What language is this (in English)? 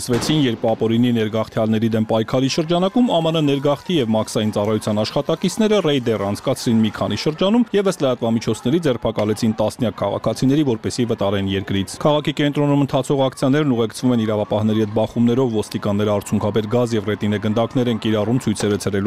Armenian